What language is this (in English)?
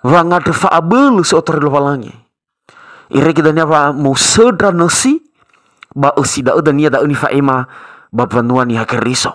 Nias